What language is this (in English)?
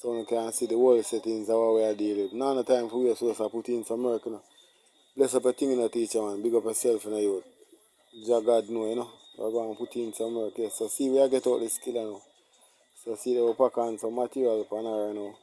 Jamaican Creole English